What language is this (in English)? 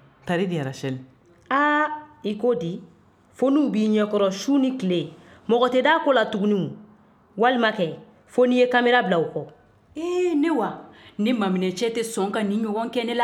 Bambara